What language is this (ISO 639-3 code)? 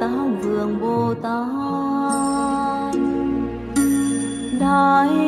vie